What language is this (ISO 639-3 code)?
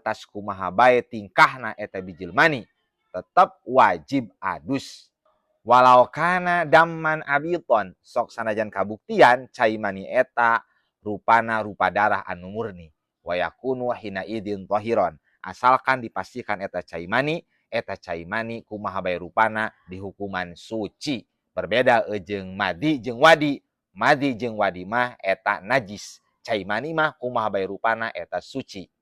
sun